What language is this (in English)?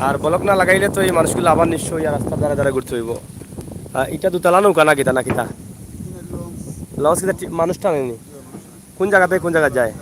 Sylheti